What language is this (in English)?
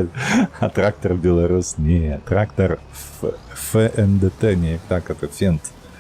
Belarusian